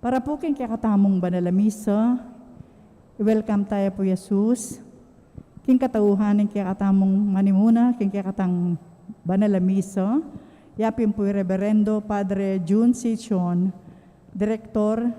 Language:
Pampanga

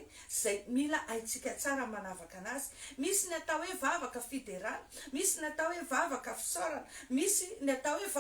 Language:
Malagasy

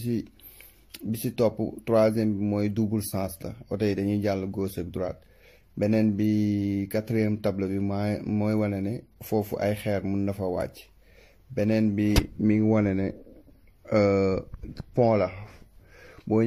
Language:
Wolof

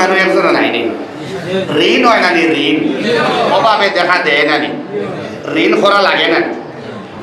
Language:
Sylheti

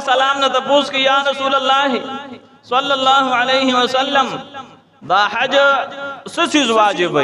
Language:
Pashto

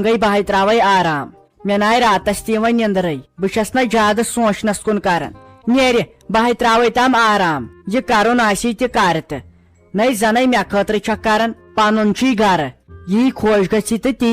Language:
Kashmiri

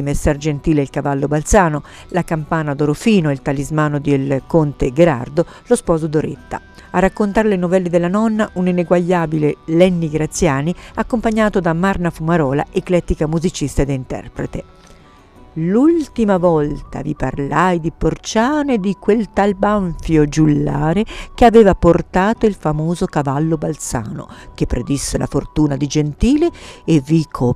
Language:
Italian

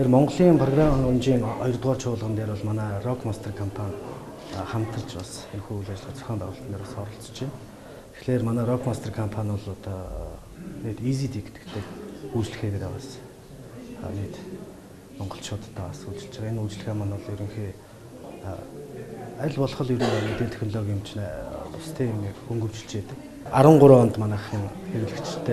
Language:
Mongolian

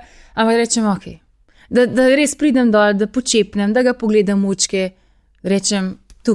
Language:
Slovenian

